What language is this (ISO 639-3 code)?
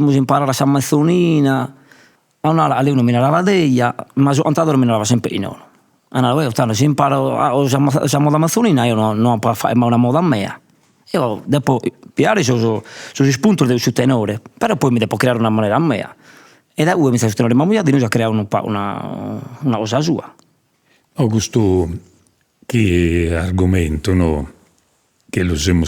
srd